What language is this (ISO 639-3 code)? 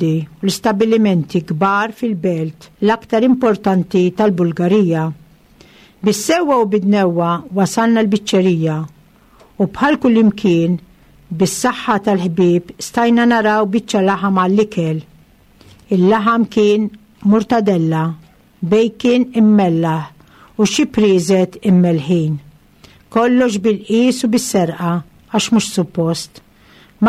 mlt